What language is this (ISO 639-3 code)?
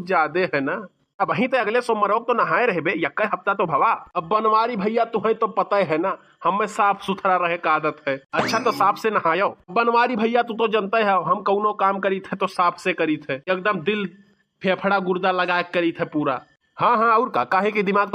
awa